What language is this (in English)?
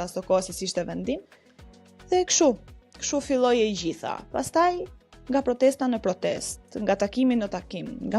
Albanian